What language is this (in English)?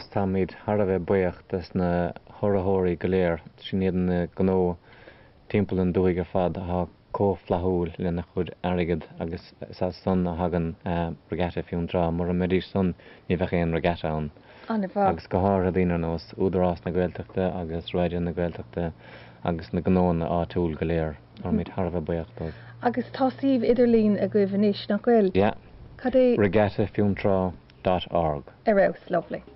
Irish